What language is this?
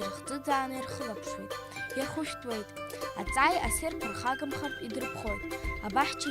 Abkhazian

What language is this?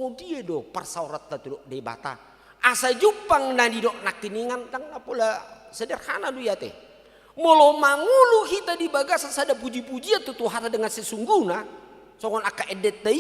Batak Toba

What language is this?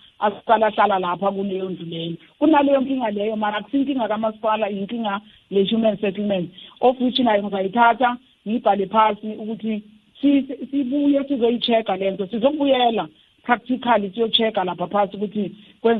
South Ndebele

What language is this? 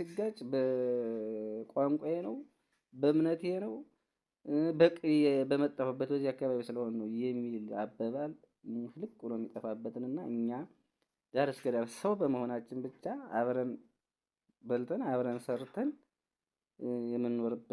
Amharic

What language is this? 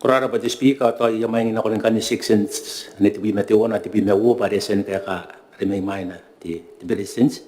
Gilbertese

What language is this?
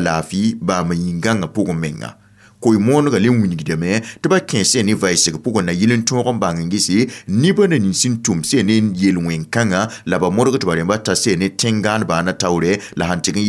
Mossi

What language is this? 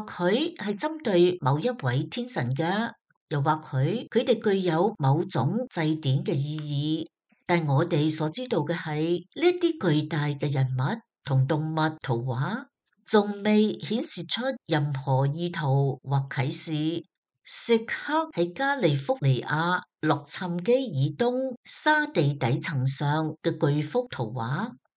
Cantonese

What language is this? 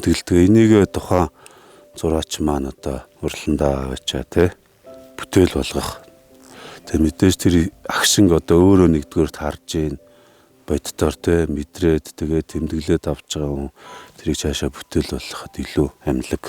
Mongolian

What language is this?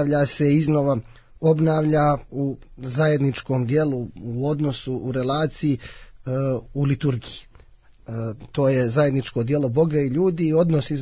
Serbian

